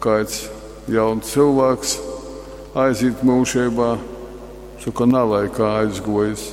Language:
Latgalian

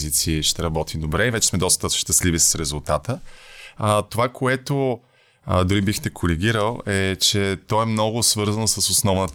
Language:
Bulgarian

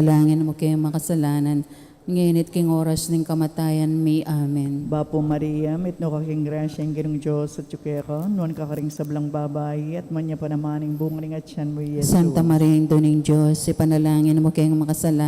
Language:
Pampanga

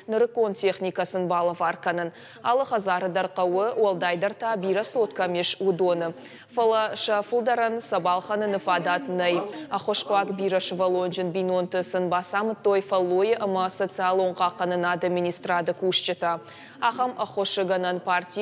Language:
Ossetic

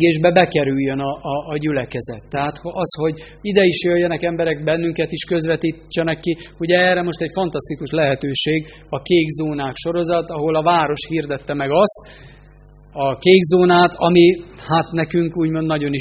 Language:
Hungarian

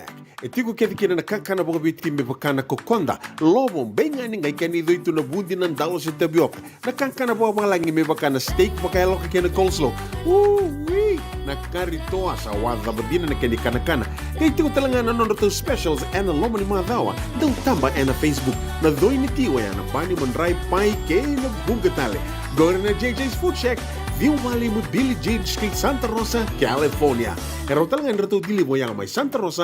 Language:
Fijian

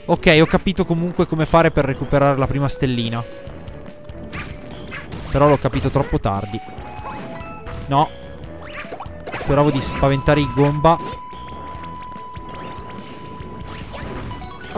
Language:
Italian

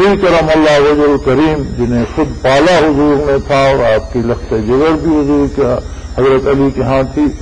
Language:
Urdu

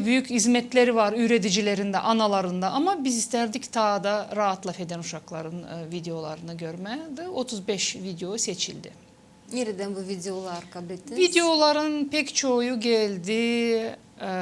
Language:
Gagauz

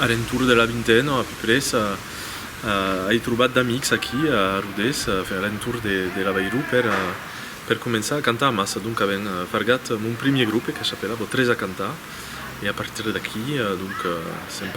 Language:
Occitan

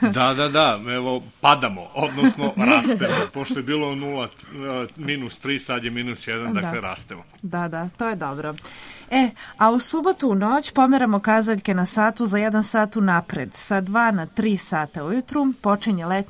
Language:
Serbian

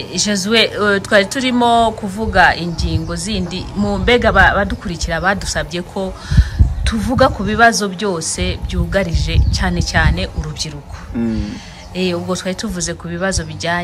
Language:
Kinyarwanda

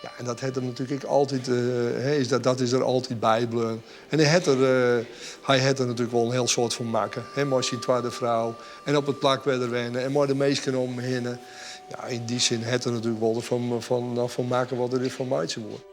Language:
Western Frisian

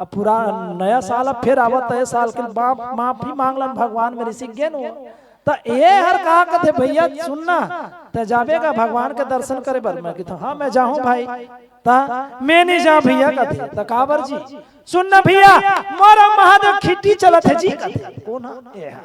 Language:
Chhattisgarhi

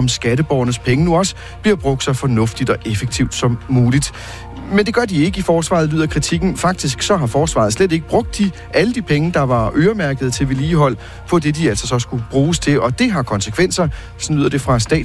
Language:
Danish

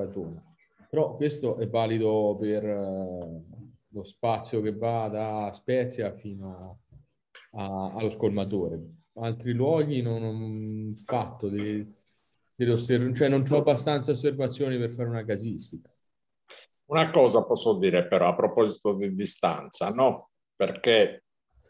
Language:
Italian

